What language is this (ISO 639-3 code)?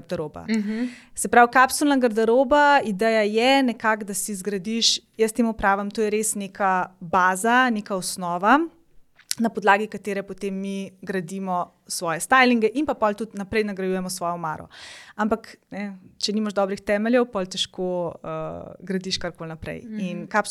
slv